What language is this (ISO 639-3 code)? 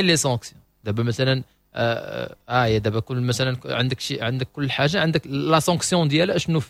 ary